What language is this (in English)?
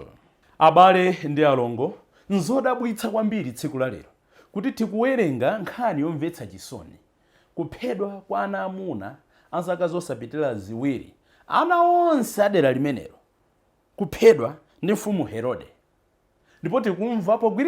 Nyanja